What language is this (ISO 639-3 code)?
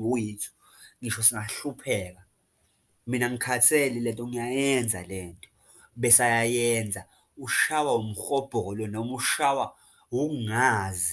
zul